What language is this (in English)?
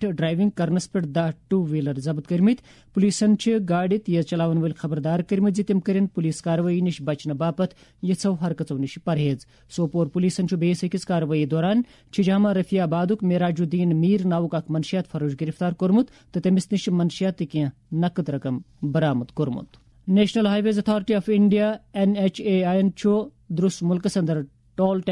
Kashmiri